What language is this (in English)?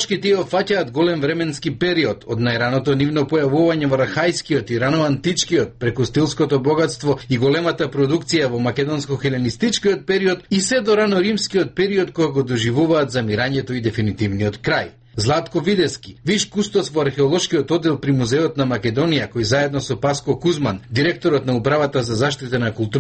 Macedonian